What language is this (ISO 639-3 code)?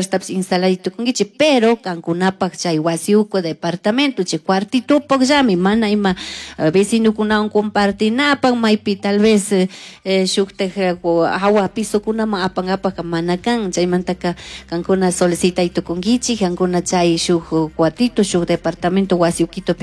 qug